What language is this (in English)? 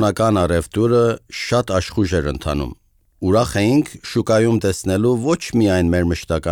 Armenian